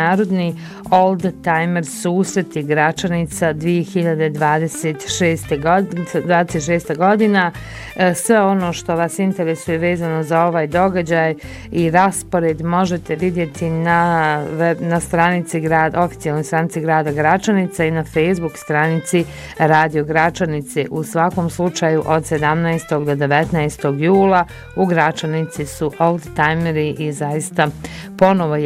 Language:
Bosnian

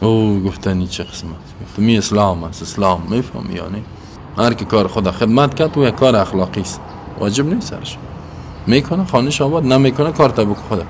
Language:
Persian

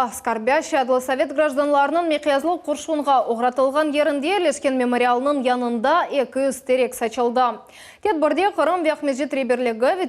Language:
Crimean Tatar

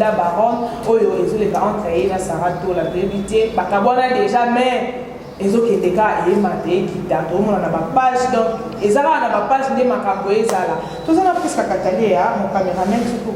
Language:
Lingala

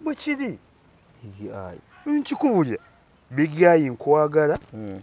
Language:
Ganda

